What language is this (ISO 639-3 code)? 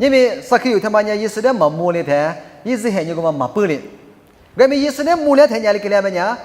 lis